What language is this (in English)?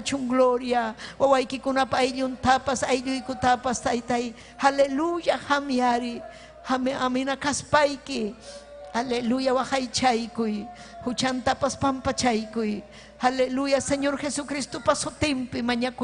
Ayacucho Quechua